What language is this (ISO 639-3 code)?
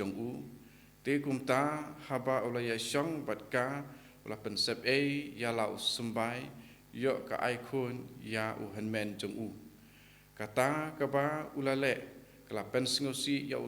kha